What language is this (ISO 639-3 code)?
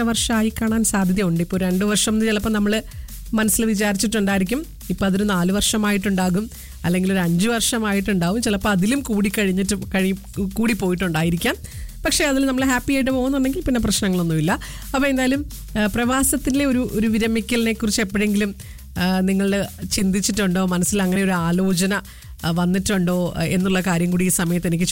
mal